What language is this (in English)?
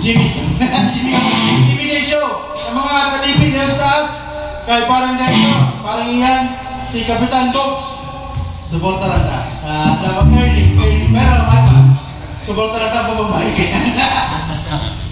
Bikol